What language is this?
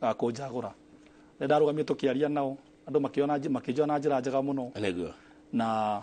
Kikuyu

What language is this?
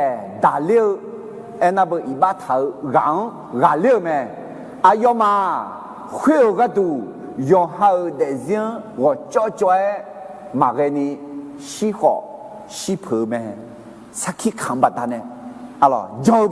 Akha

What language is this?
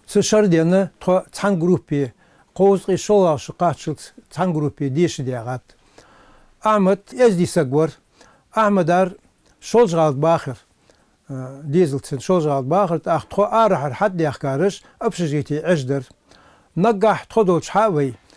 Ingush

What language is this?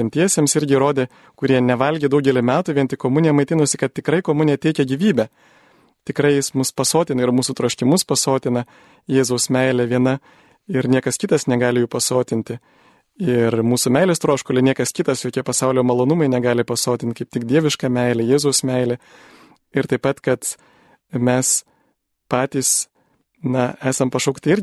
Lithuanian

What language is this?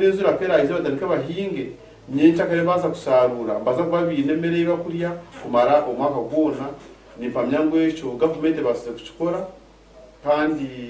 Nyankole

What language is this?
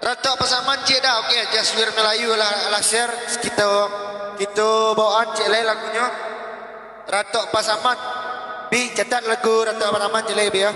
Minangkabau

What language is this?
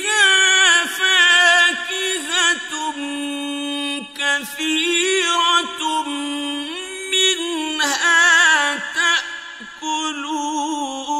Arabic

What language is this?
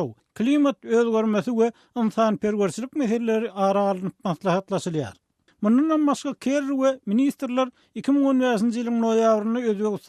Turkmen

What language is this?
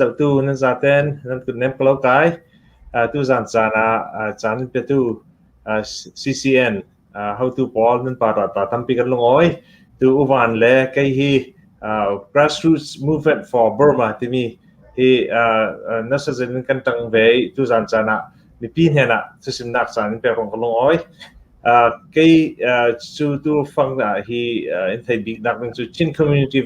Hakha Chin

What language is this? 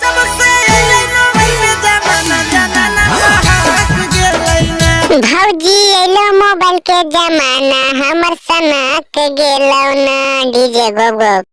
Magahi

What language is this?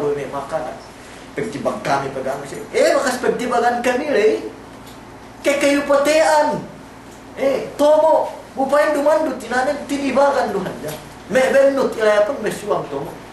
Yakan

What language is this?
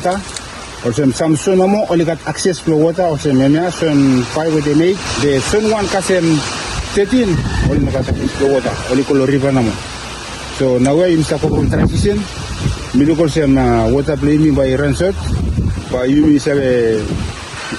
Bislama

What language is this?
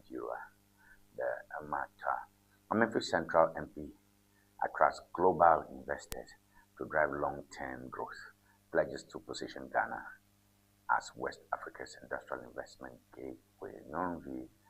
Ewe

